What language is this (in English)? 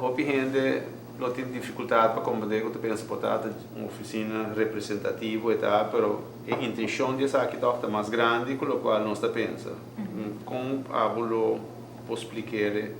Papiamento